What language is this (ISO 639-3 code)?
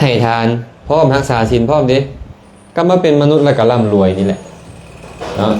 lao